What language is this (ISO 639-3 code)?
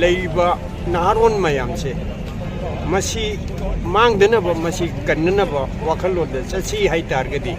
mni